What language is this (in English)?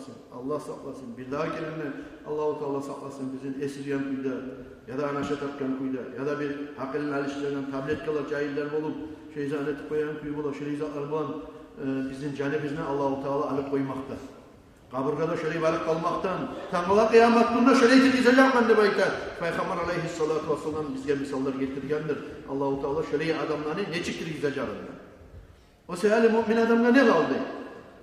Kumyk